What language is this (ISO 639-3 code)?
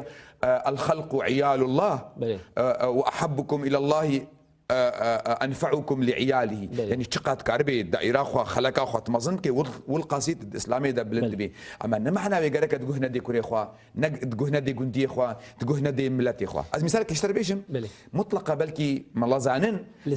kur